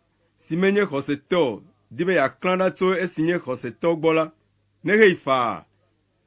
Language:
Ewe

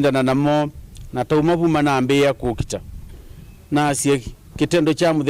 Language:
Kamba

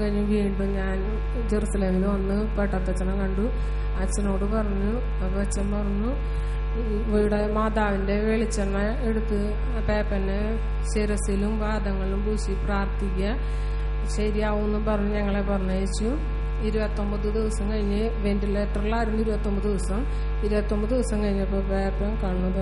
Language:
Malayalam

